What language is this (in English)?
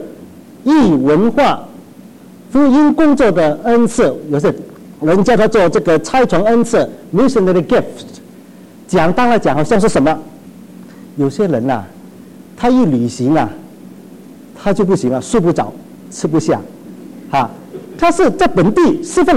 Chinese